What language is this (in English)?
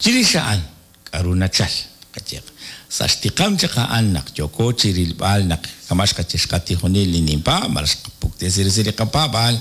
Kekchí